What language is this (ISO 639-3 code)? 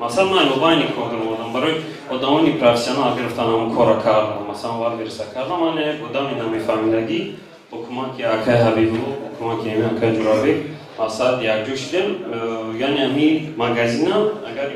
tgk